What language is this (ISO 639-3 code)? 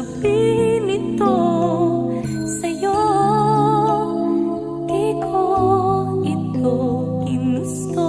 fil